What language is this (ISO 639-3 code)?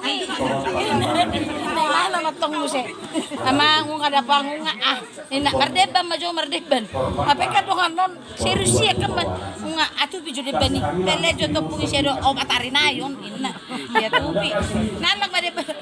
bbc